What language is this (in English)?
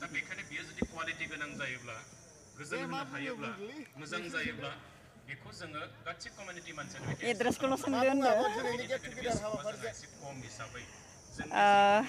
Bodo